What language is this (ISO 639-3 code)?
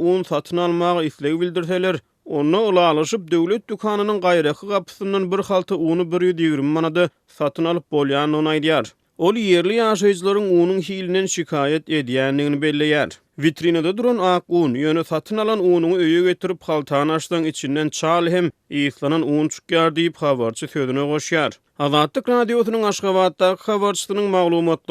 tuk